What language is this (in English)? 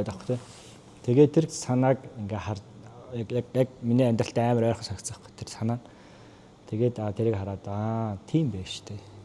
Mongolian